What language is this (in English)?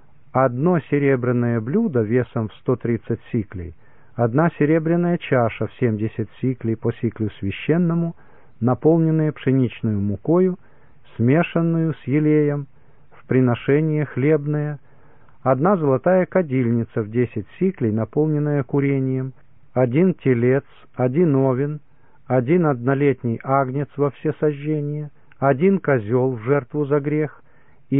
Russian